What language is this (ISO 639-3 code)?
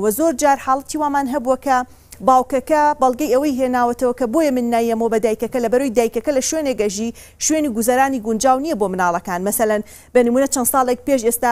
ckb